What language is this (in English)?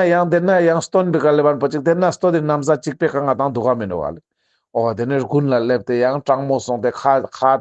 Ladakhi